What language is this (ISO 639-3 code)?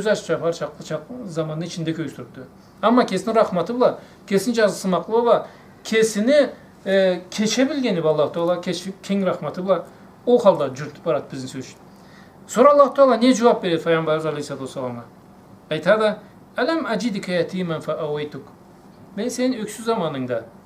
krc